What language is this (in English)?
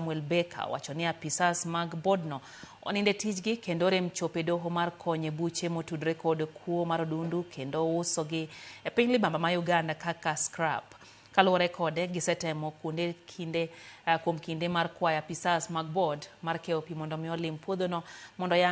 Luo (Kenya and Tanzania)